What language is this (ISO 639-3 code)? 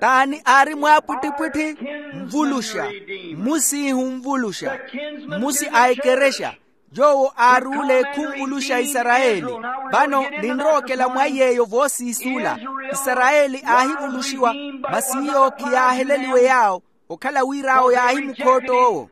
vmw